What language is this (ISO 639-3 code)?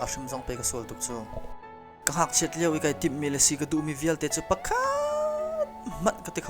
cnh